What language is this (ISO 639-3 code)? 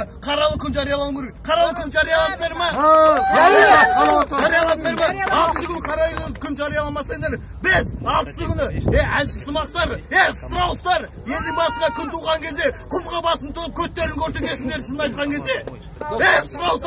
kaz